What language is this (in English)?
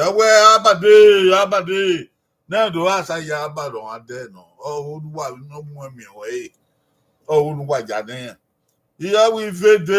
Bini